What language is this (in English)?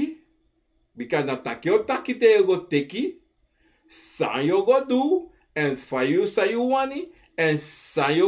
Sranan Tongo